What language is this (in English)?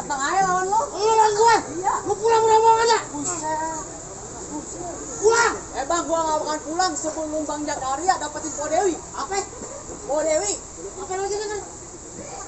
Betawi